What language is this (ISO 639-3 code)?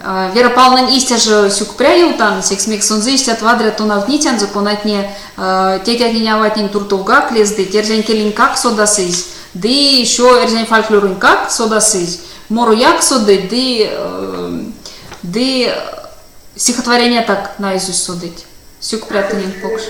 myv